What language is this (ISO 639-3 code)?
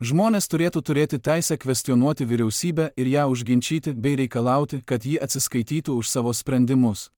lit